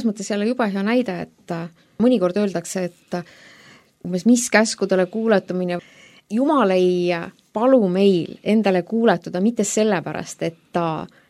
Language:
Estonian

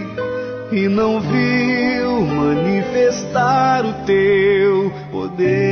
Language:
Portuguese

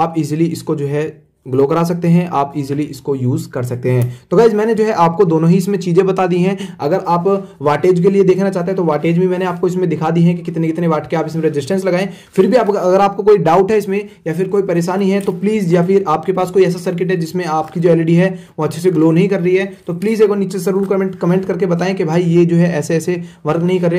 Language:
Hindi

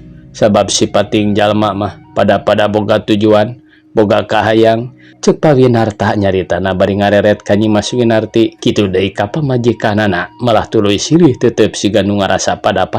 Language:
Sundanese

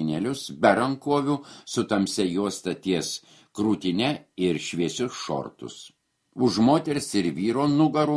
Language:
Lithuanian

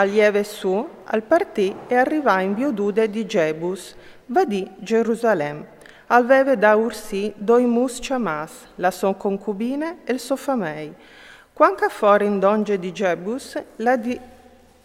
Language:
Friulian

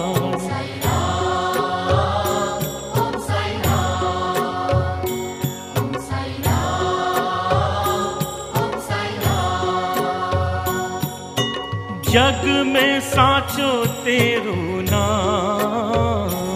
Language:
Hindi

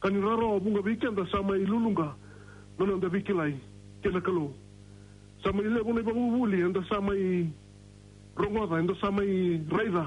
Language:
Fijian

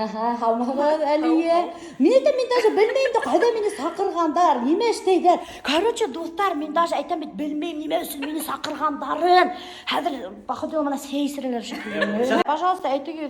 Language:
Bashkir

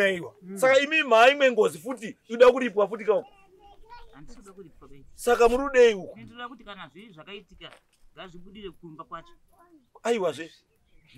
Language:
Shona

